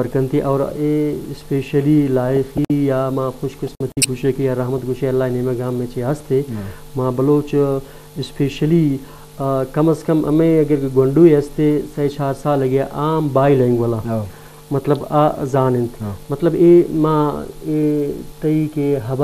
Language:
Baluchi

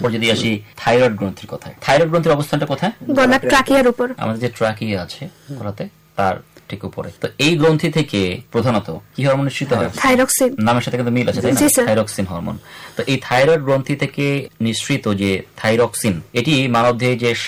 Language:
Bangla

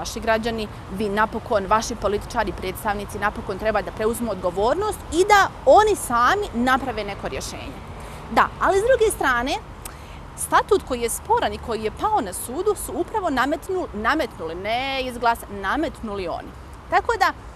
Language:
Bosnian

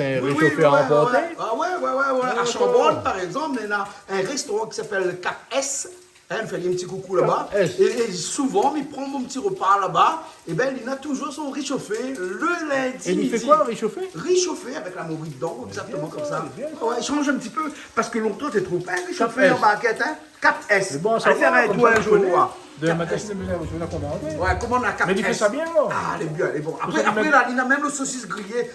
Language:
Réunion Creole French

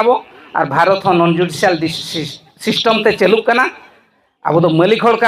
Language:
Santali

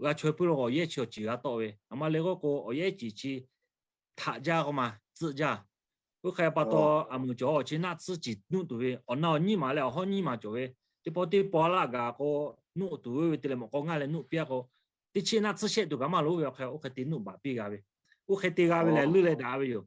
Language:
Lahu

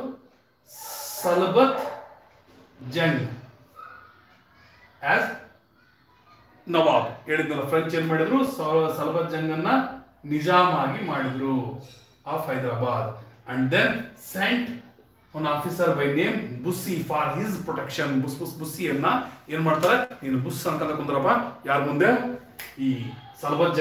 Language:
Kannada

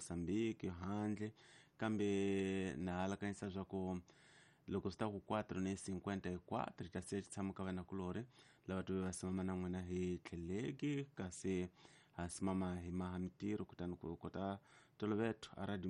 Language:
Tsonga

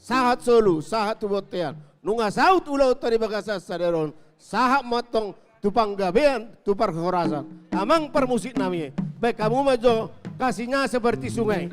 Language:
Batak Toba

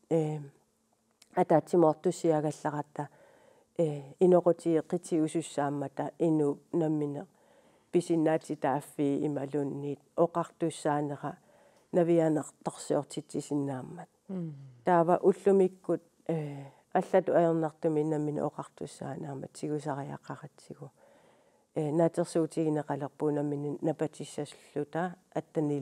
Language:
Kalaallisut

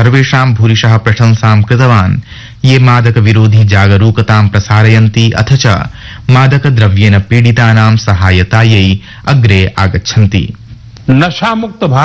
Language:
Sanskrit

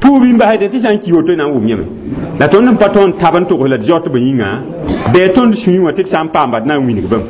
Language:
Mossi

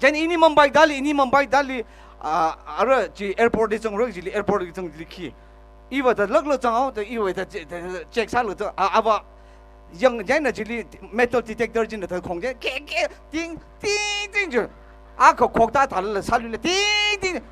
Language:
Tangkhul Naga (India)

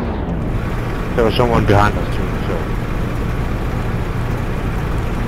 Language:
Finnish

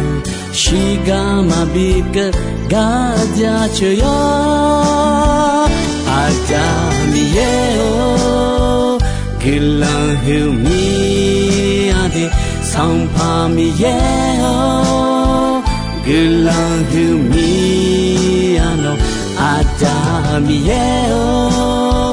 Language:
Akha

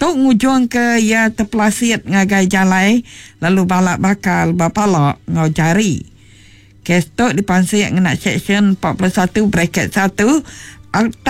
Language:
Iban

